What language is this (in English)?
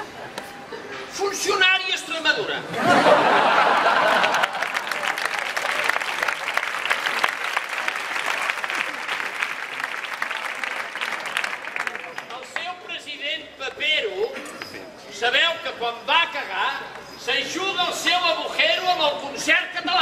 Catalan